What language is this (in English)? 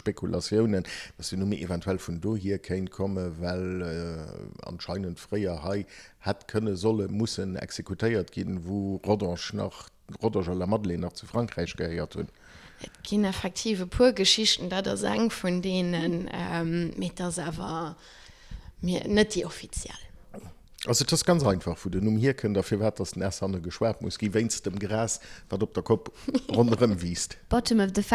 Luxembourgish